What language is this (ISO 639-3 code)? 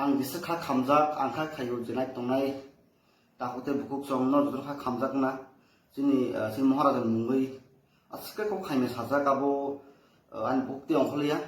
ria